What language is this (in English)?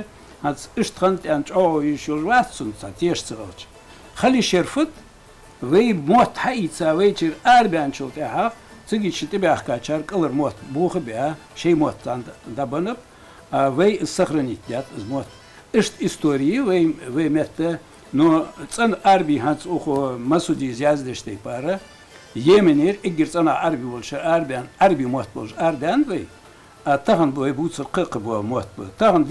Ingush